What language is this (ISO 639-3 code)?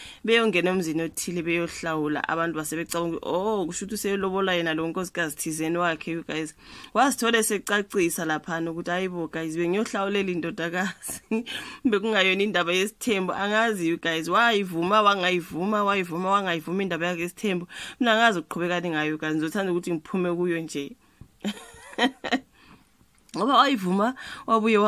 zul